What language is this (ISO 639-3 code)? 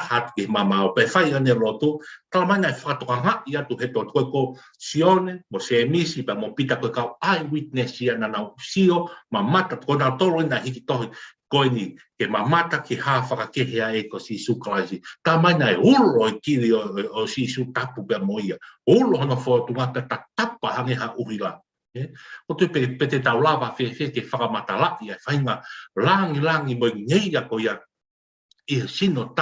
ton